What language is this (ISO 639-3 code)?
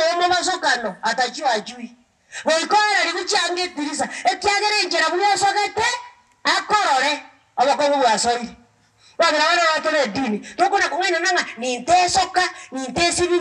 guz